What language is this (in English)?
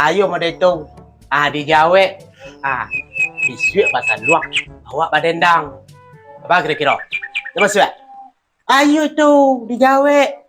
Minangkabau